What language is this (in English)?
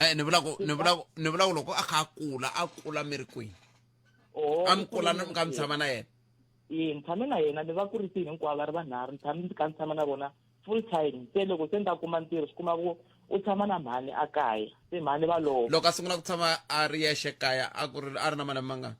Tsonga